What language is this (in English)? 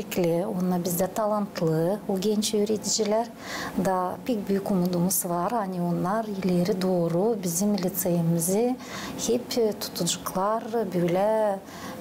Gagauz